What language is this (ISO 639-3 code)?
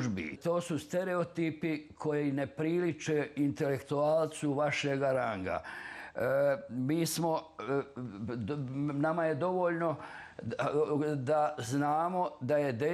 hrv